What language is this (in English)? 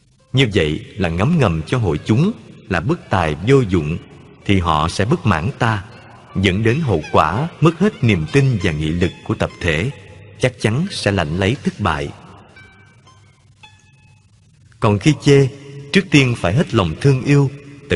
Vietnamese